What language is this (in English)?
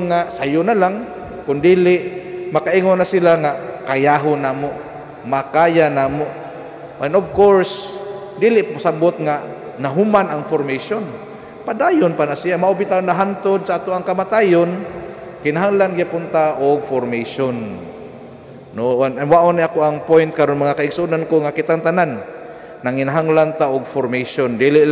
Cebuano